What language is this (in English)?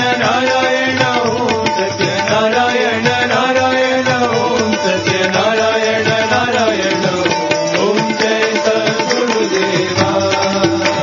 Telugu